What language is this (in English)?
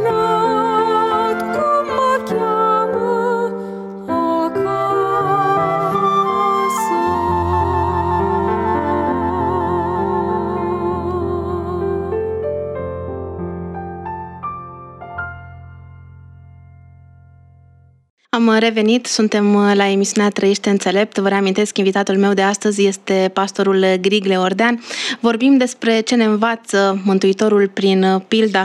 Romanian